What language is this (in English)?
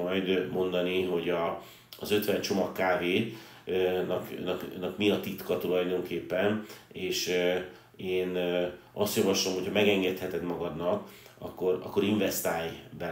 Hungarian